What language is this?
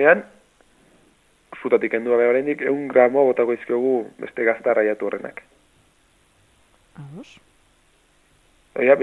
Basque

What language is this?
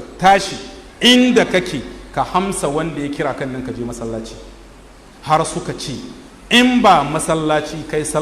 Hausa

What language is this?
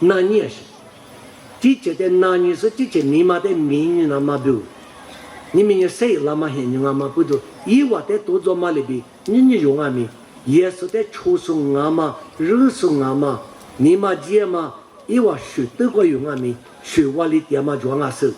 Lisu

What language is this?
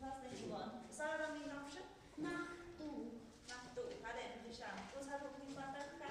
Tlahuitoltepec Mixe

